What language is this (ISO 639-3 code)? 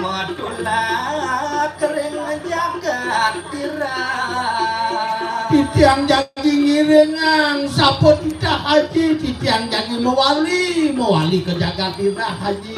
ban